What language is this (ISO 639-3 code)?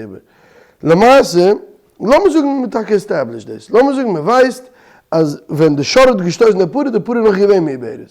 yid